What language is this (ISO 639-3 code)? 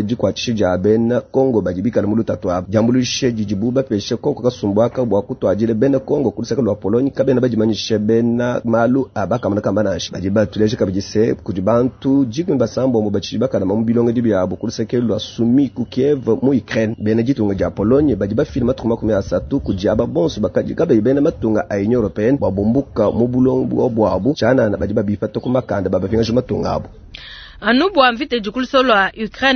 lua